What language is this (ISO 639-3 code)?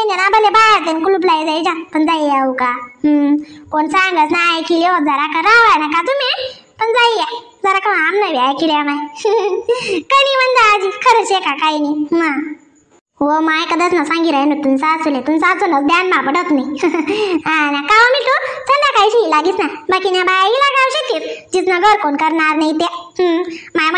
khn